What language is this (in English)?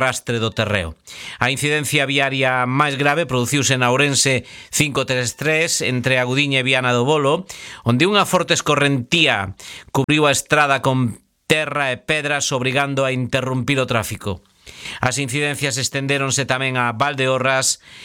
Galician